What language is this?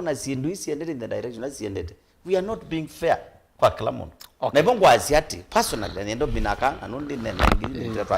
Kamba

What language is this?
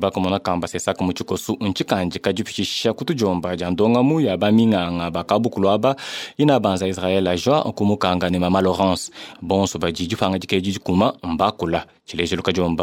Luba-Lulua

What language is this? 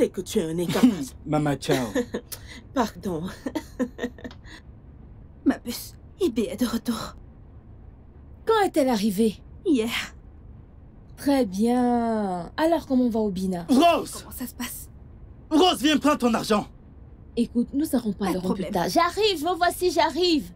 French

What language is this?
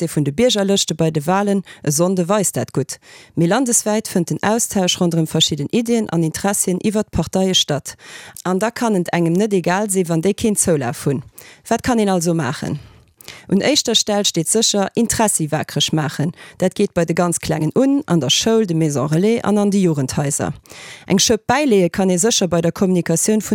Luxembourgish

